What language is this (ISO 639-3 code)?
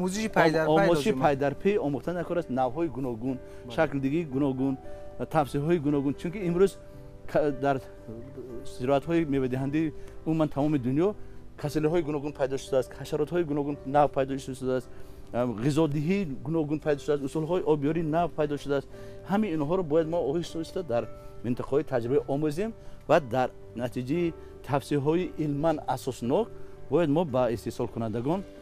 tgk